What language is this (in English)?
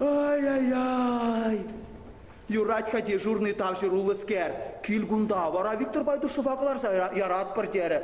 Chuvash